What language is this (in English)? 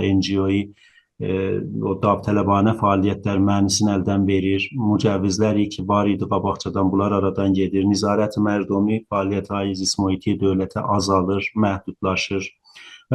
South Azerbaijani